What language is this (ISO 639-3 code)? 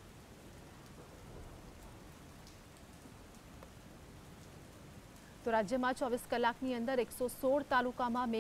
guj